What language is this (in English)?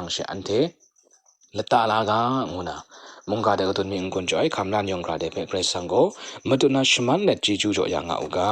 Kachin